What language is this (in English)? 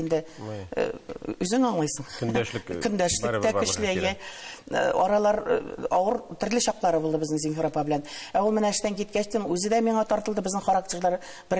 Tatar